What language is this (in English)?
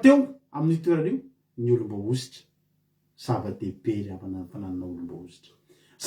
Malagasy